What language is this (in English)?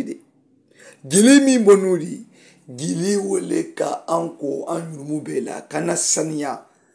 Mandingo